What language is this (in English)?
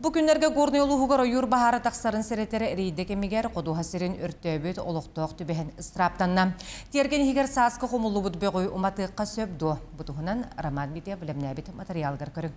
Yakut